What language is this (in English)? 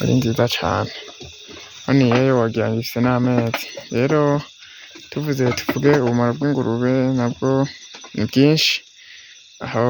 Rundi